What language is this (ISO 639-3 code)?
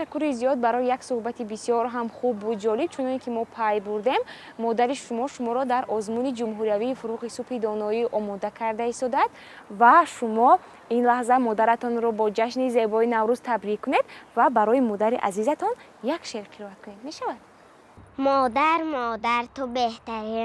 tgk